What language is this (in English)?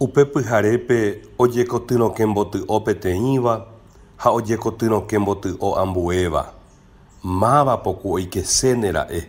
Guarani